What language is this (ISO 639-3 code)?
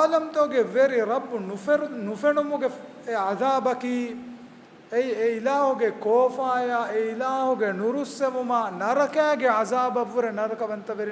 div